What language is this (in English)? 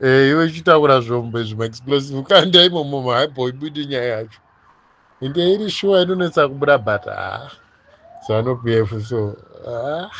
Shona